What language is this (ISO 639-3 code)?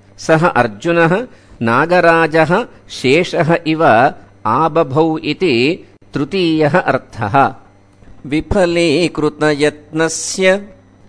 san